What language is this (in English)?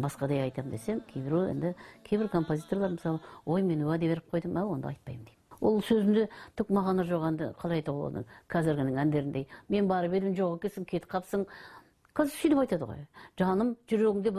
Kazakh